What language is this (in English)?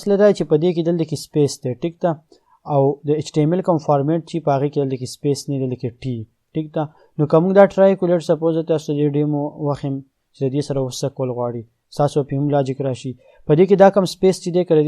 Pashto